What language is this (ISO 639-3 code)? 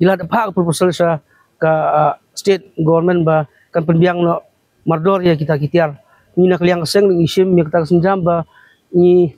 kha